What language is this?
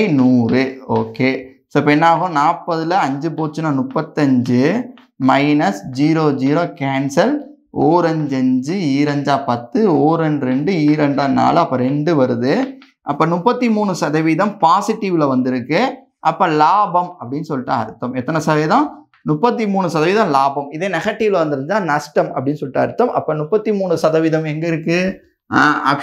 Tamil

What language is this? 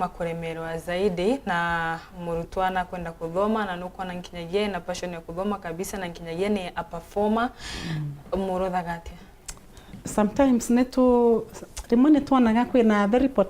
Meru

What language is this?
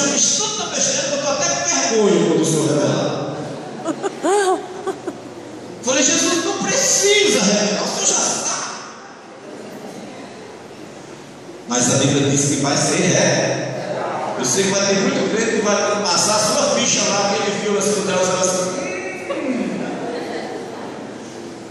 Portuguese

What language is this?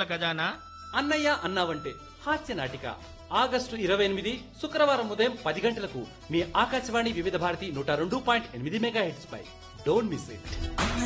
Telugu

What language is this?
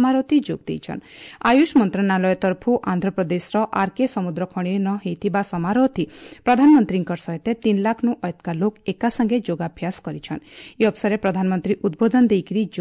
Odia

